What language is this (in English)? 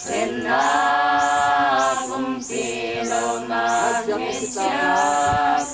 Hakha Chin